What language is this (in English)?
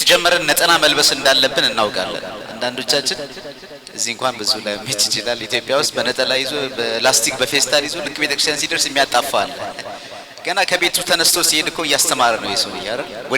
Amharic